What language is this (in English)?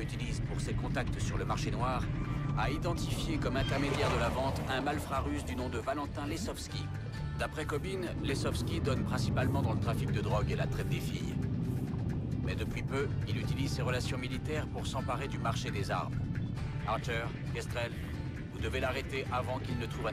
French